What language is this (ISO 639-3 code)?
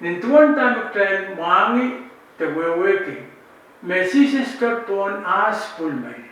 pon